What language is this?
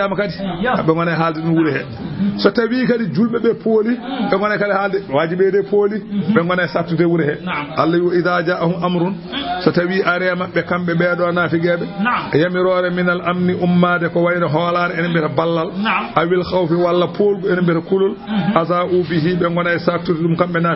Fula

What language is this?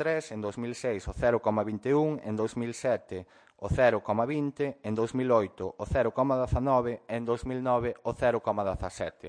Galician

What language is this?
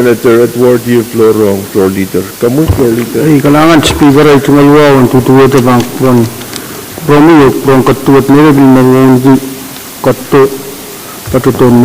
Pohnpeian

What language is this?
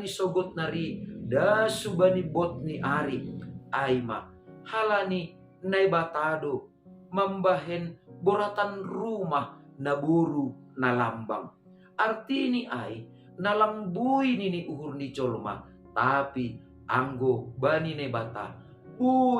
Batak Simalungun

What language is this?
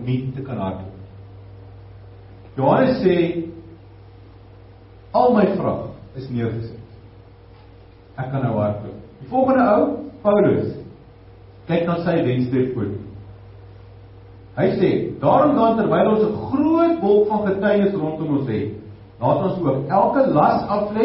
Afrikaans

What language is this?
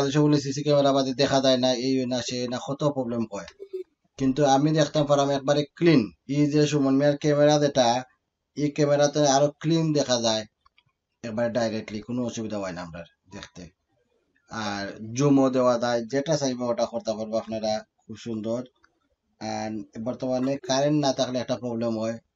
Sylheti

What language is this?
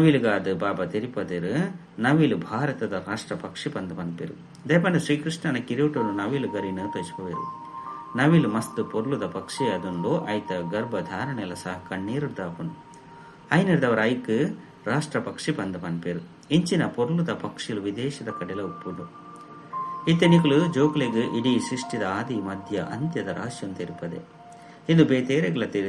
Tulu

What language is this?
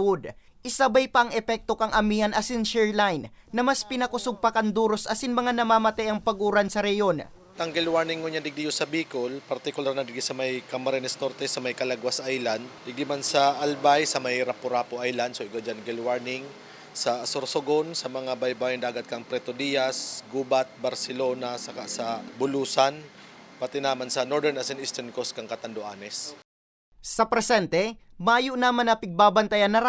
Bikol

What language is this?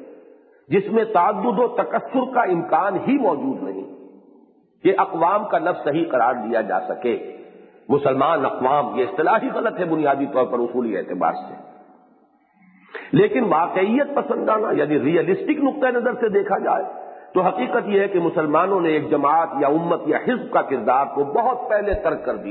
Urdu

